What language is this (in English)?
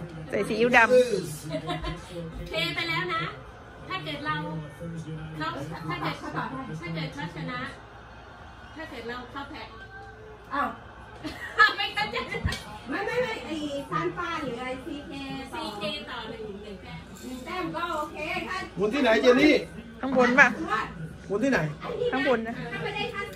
Thai